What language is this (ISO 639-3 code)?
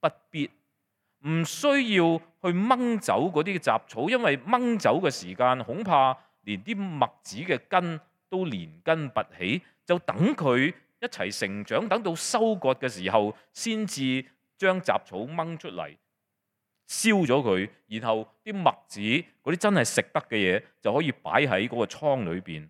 yue